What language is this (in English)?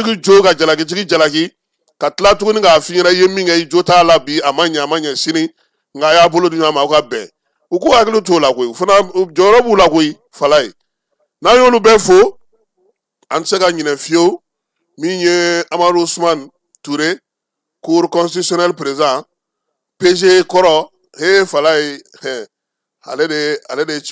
Bambara